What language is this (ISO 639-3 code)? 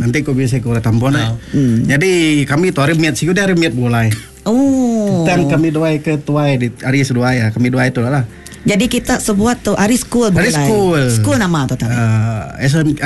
iba